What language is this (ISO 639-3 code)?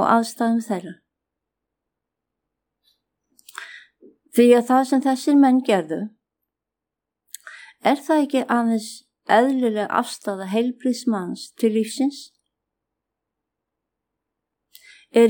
isl